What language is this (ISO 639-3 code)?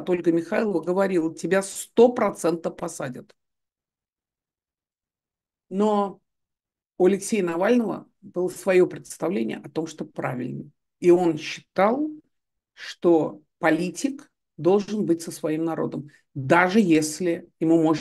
rus